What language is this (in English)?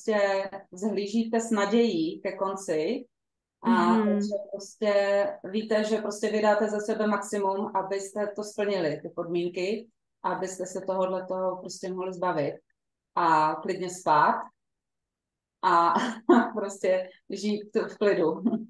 Czech